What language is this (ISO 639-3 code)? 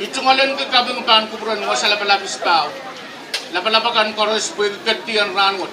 pon